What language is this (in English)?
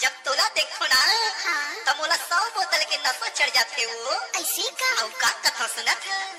Chhattisgarhi